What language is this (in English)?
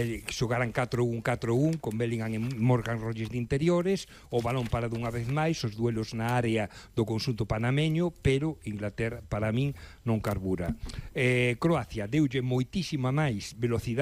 Galician